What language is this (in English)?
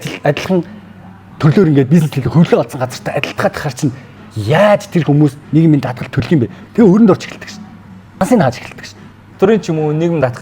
Mongolian